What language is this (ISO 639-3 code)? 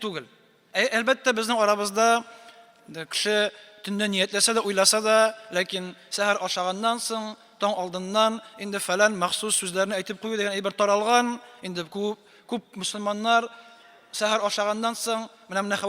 tat